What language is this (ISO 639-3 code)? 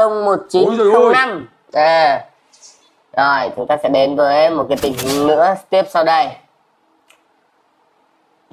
vie